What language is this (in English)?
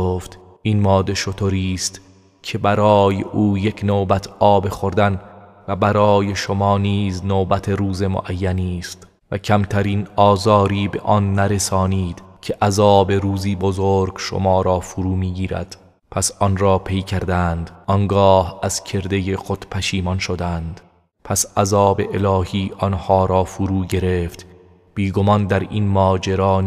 Persian